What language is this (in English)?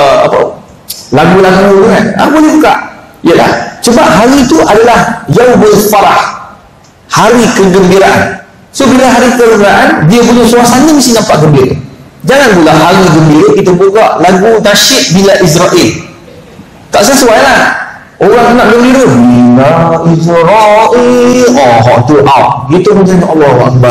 Malay